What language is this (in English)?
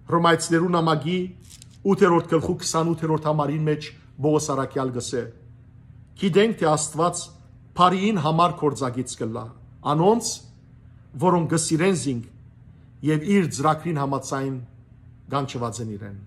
Western Armenian